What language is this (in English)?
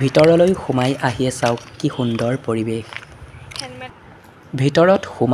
Assamese